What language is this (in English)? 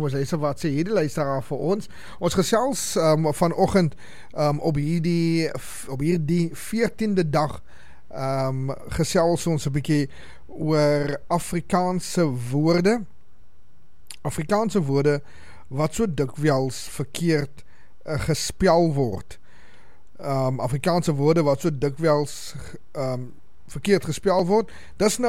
Afrikaans